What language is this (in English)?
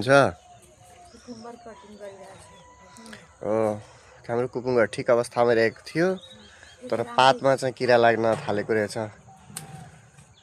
Nepali